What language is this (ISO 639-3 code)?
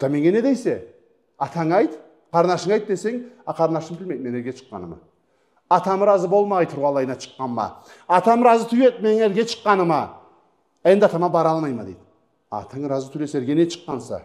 krc